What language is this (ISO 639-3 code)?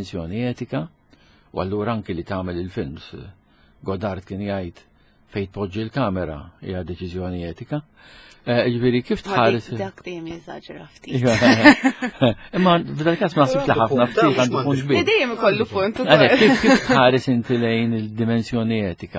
mlt